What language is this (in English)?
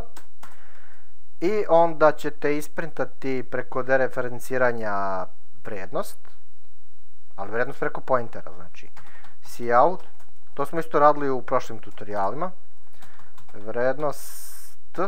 Serbian